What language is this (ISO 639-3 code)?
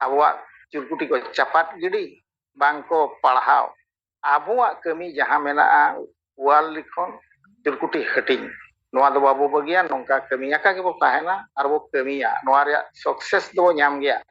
sat